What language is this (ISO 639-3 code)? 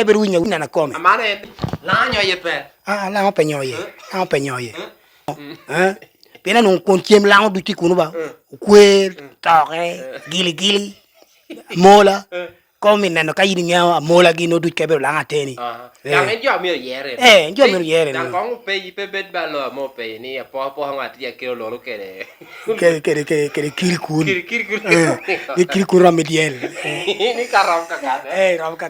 laj